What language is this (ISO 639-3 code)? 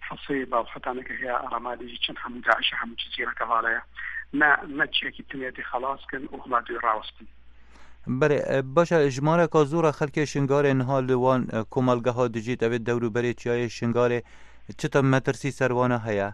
kur